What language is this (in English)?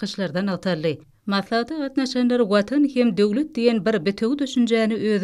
Turkmen